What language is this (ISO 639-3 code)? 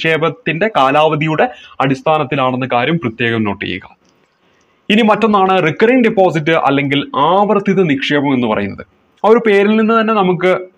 mal